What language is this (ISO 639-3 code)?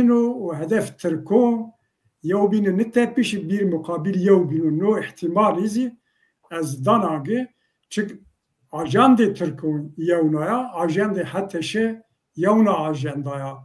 zza